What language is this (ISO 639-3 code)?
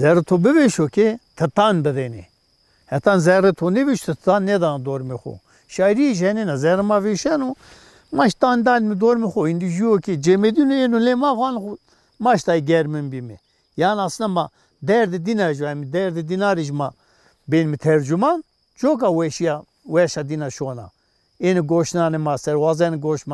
zza